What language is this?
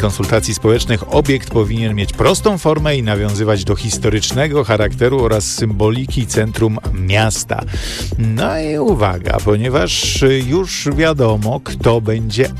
Polish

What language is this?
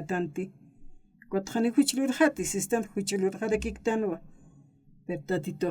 Aymara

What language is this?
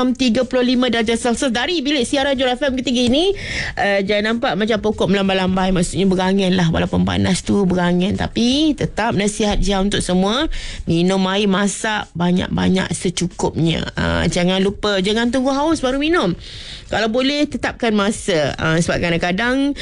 Malay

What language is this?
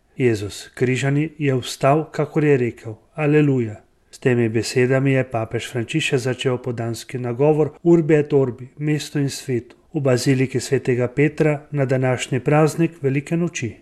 Slovenian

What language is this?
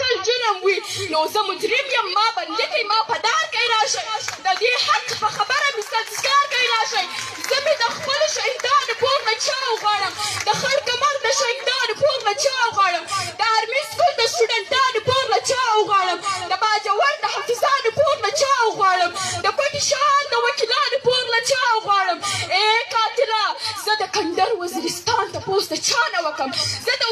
Pashto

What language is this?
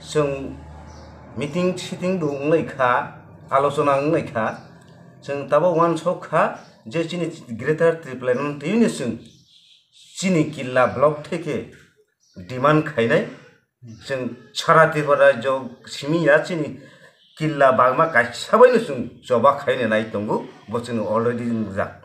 Kok Borok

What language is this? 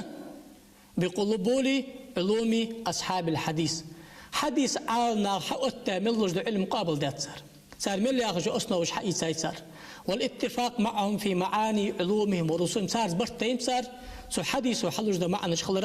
Ingush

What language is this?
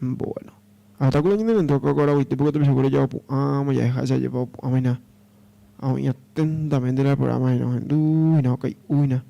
Guarani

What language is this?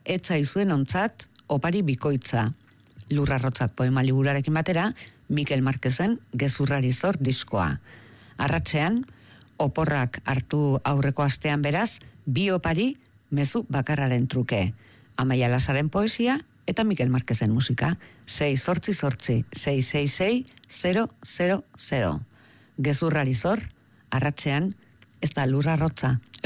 Basque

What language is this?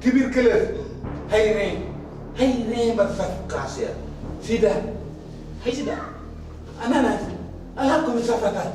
Fula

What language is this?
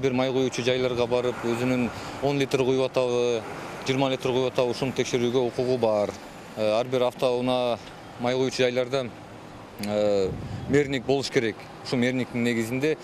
Kyrgyz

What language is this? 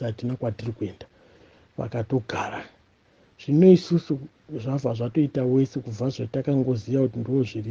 Shona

